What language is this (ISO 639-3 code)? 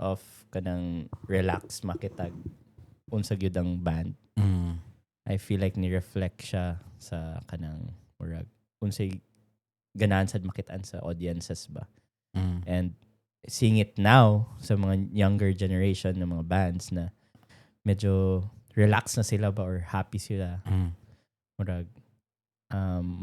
ceb